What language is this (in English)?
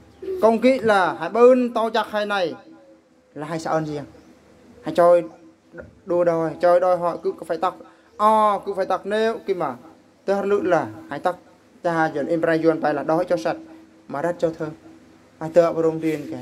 Eastern Bru